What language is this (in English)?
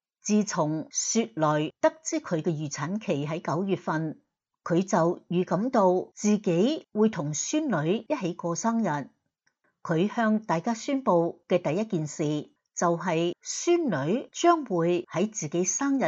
Cantonese